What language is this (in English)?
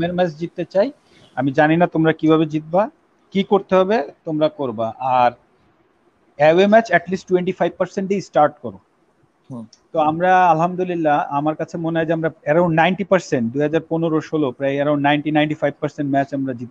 Bangla